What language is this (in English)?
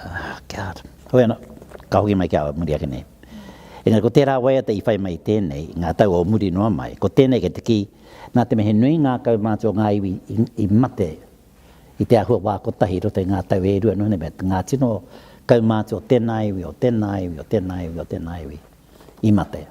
Māori